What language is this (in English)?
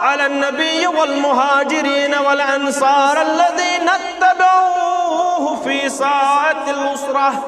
Kashmiri